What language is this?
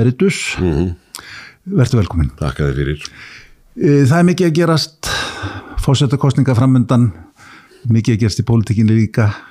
Icelandic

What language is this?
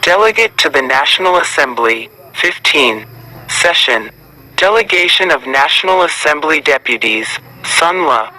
Hmong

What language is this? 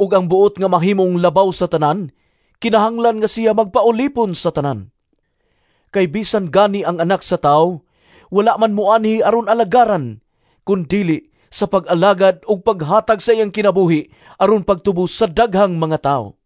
Cebuano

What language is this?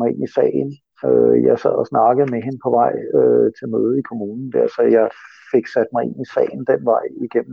Danish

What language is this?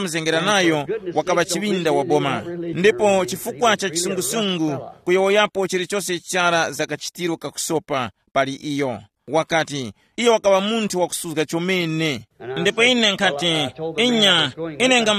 Tumbuka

